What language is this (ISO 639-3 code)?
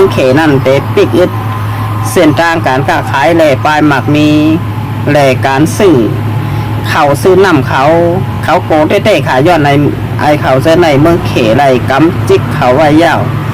shn